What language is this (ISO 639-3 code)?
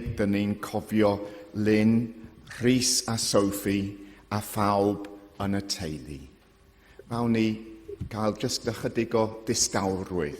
cym